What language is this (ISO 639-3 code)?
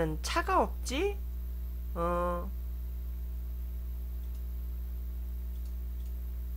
kor